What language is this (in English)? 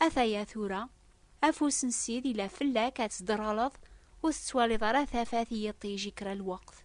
Kabyle